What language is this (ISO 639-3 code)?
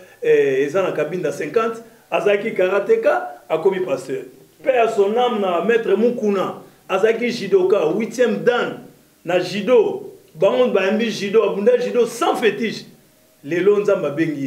lin